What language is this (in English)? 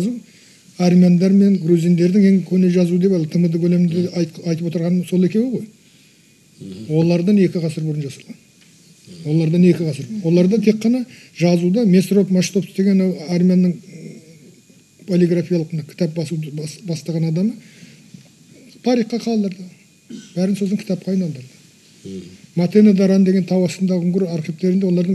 Kazakh